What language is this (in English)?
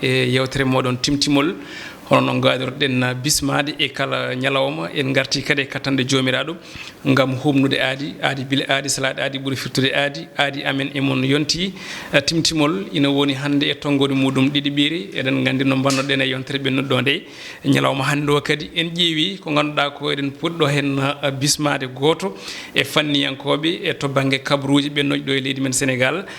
Fula